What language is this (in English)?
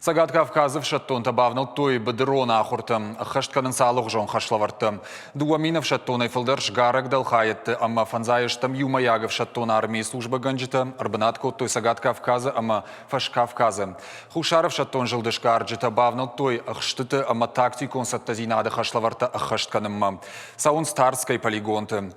Ossetic